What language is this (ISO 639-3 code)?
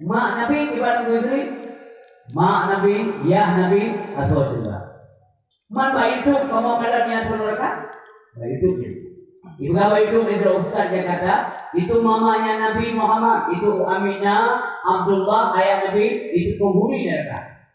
ace